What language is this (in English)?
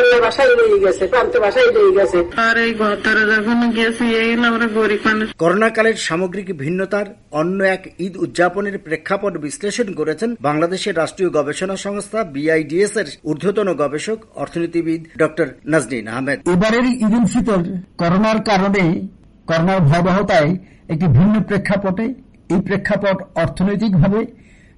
Bangla